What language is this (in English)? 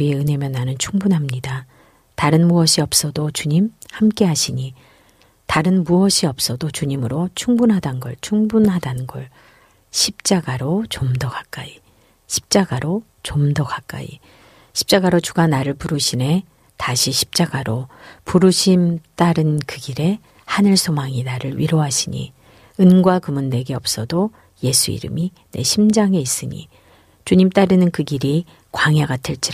Korean